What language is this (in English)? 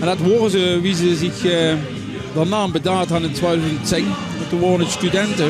Limburgish